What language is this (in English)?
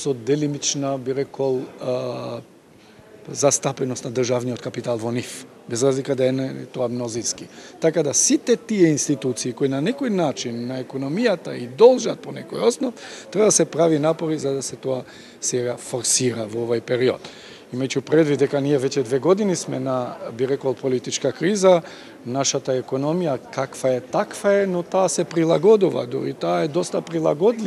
Macedonian